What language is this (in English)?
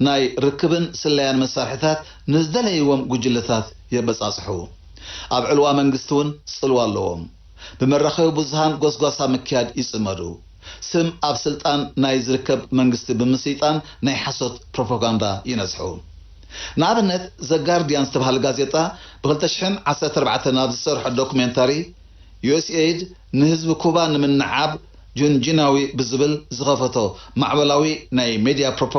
Tigrinya